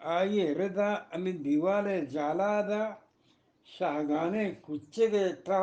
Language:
Eastern Balochi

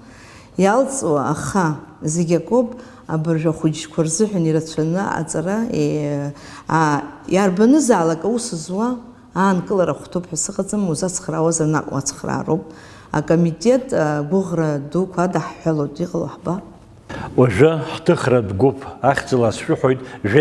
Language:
Abkhazian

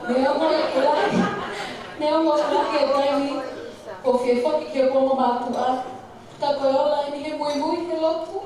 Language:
Tongan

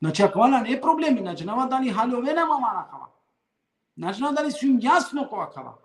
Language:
Balkan Romani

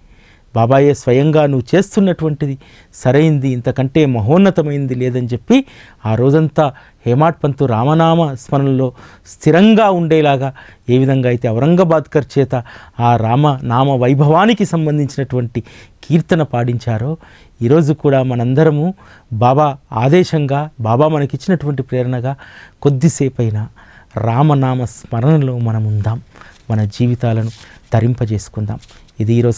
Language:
Telugu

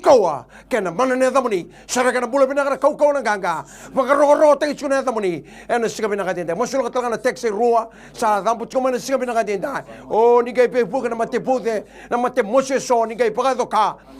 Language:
Fijian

